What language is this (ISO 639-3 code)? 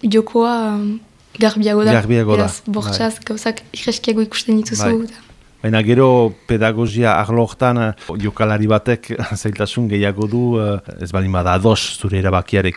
eus